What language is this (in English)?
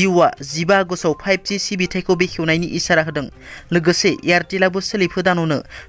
Bodo